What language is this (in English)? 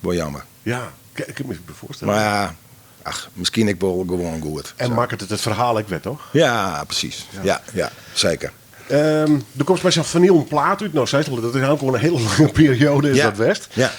Western Frisian